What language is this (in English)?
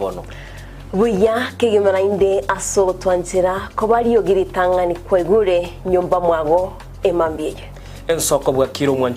Gusii